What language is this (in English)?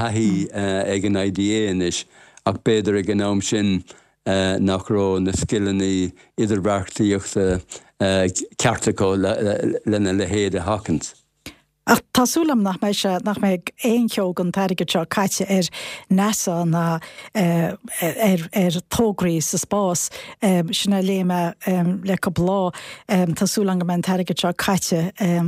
Irish